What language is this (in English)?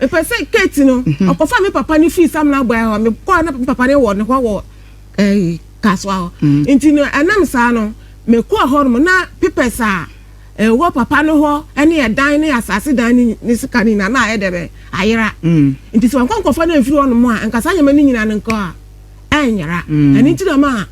Akan